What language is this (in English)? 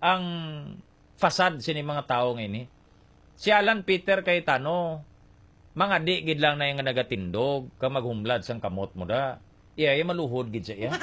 Hiligaynon